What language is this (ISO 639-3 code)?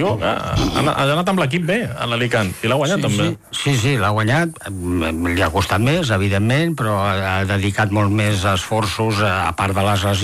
cat